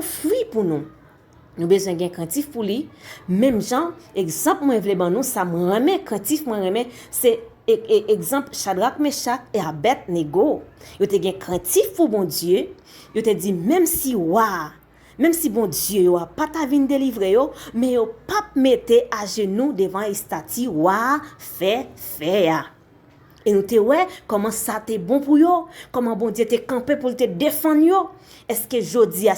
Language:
Haitian Creole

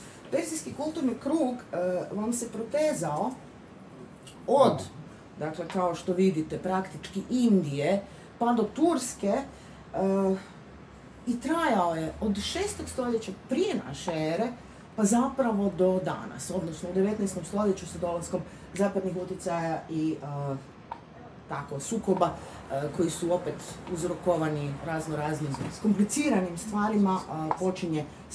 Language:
Croatian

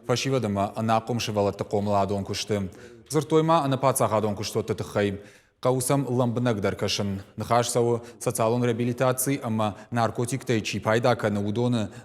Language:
Ossetic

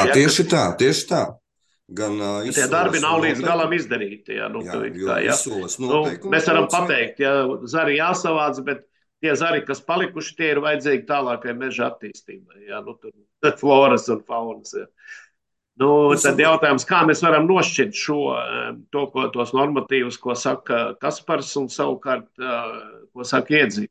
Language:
Latvian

